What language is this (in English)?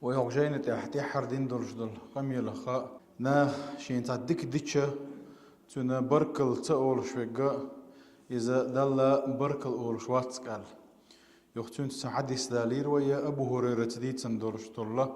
Chechen